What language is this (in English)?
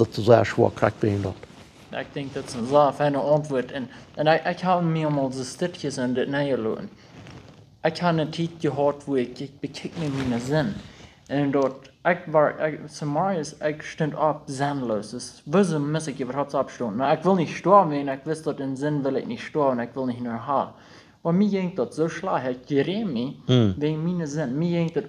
Plautdietsch